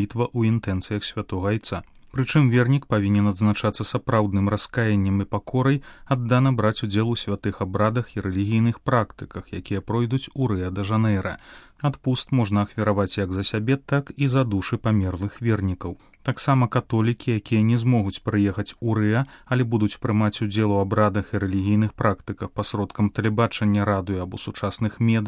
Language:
Belarusian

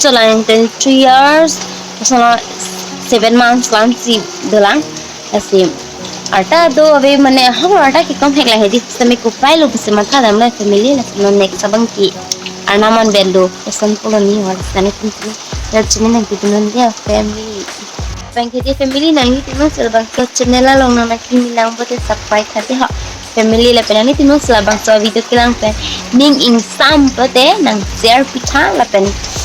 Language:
Karbi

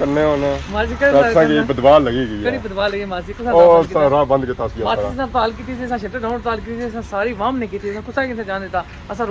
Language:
Pahari-Potwari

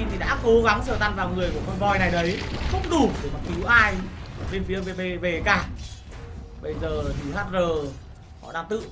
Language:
Vietnamese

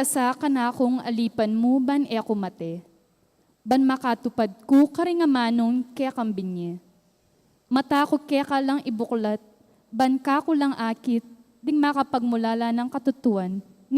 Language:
Pampanga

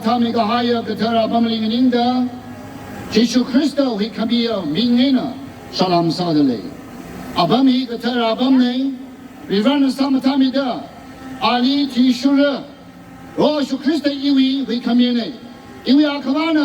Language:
Tangkhul Naga (India)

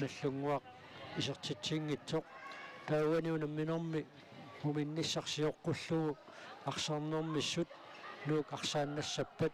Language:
Kalaallisut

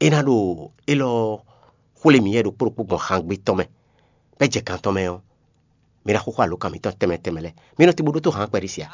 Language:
Fon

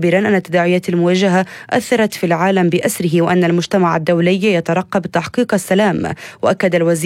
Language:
Arabic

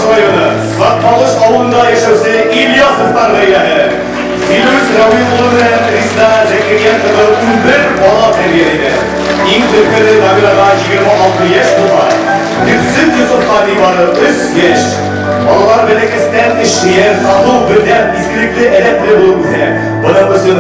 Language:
Bashkir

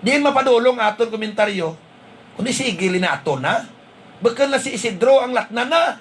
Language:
Hiligaynon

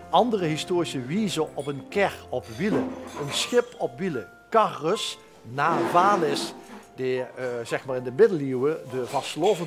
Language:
Limburgish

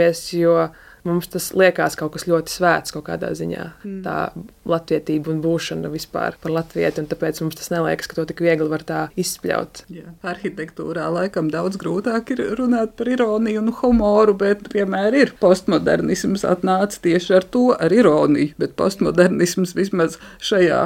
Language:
Latvian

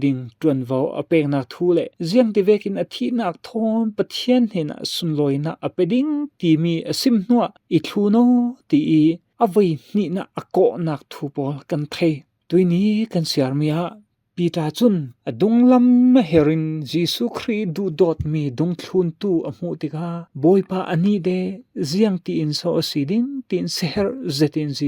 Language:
Falam Chin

